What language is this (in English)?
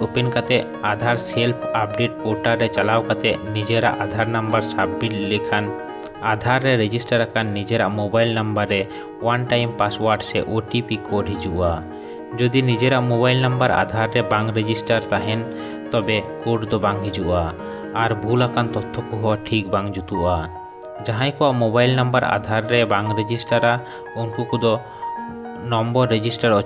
Santali